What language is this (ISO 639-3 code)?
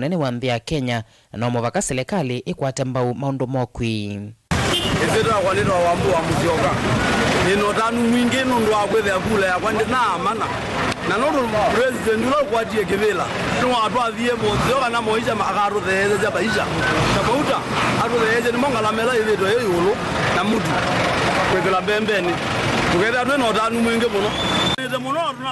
kam